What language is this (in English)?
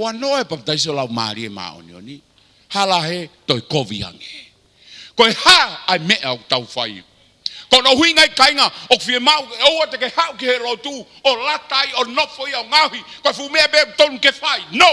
Tongan